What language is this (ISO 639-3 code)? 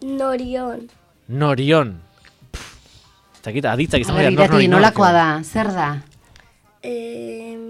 eus